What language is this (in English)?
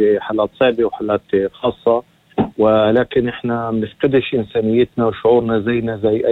North Levantine Arabic